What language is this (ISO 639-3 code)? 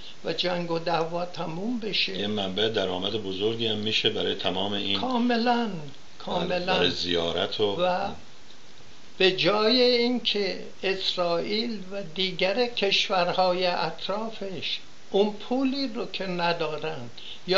fas